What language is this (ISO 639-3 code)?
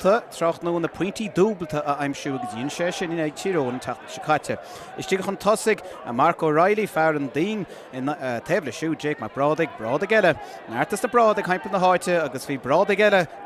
gle